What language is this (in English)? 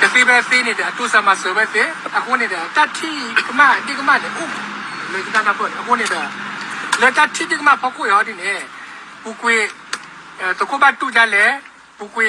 S'gaw Karen